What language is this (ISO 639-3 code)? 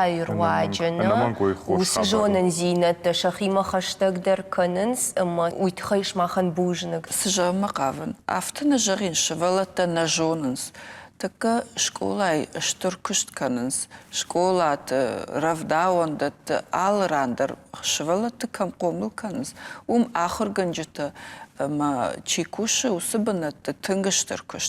oss